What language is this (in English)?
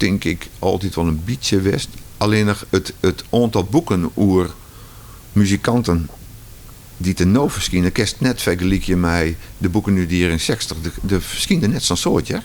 Western Frisian